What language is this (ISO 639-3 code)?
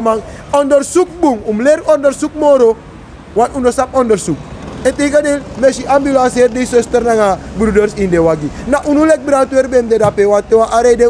srn